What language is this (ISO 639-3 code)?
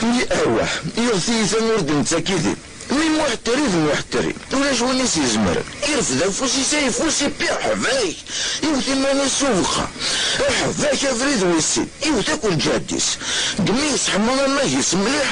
kab